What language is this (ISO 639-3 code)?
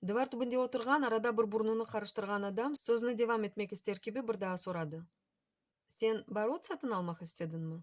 crh